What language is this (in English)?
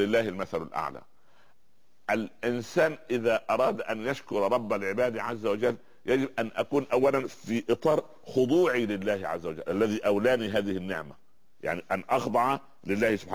Arabic